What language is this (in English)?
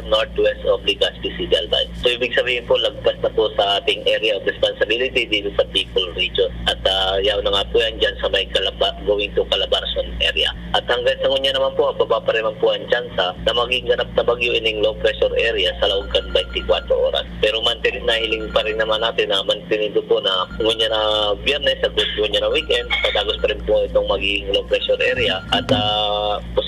Bikol